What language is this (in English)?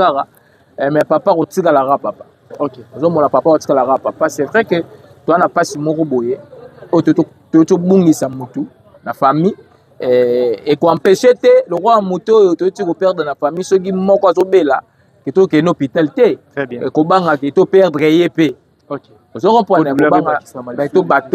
Lingala